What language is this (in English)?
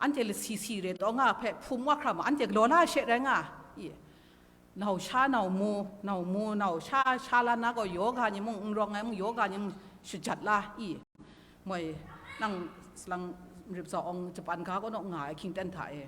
Kachin